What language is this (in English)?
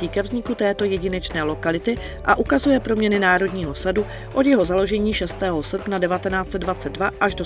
Czech